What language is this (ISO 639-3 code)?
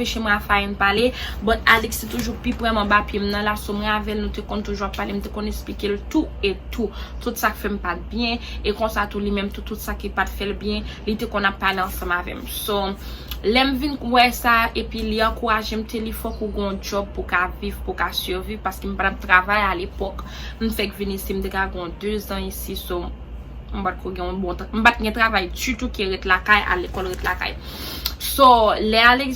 hat